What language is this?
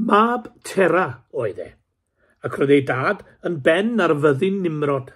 Welsh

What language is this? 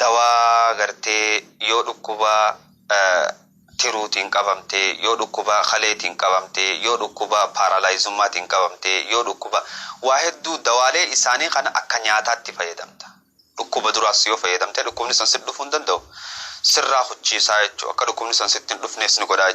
Oromo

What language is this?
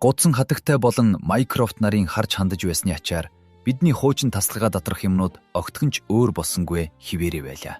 Mongolian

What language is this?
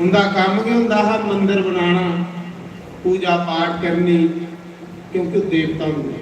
Dogri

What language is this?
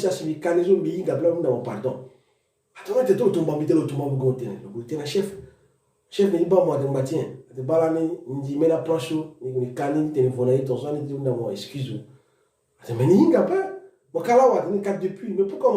Sango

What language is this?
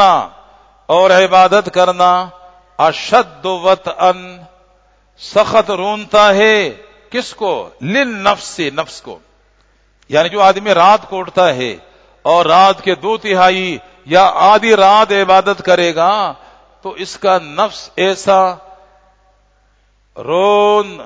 Urdu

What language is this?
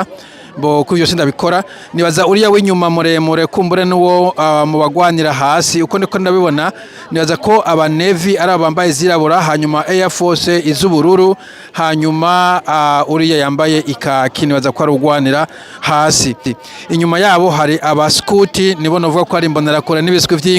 Rundi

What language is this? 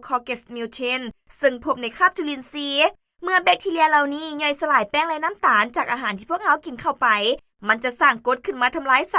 Lao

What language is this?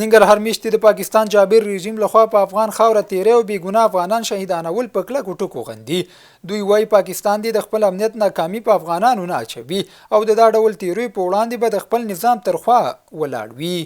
Pashto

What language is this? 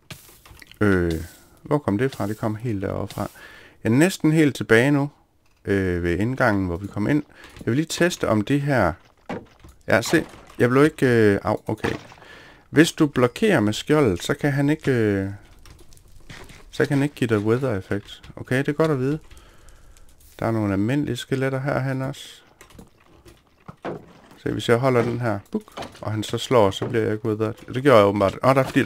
Danish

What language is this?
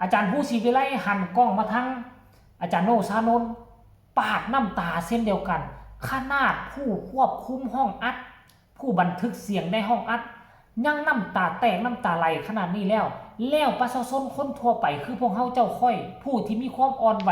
Northeastern Thai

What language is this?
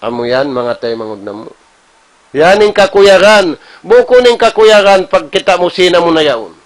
Tausug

